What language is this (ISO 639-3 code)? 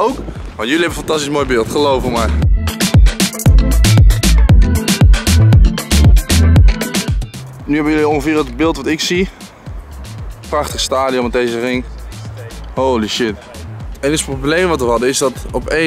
nld